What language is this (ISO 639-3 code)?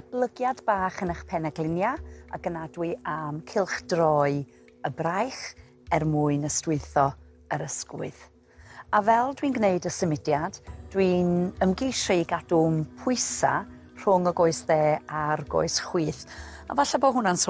cym